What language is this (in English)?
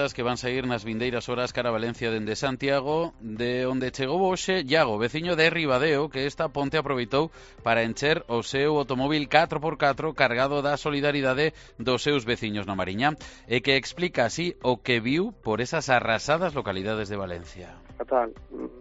Galician